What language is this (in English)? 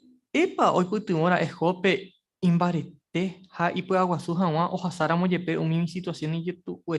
Guarani